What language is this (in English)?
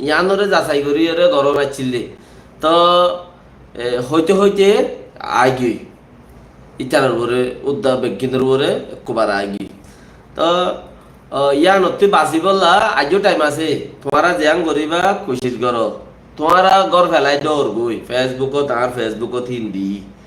Rohingya